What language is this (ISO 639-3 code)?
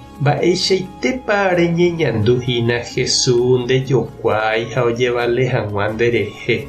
grn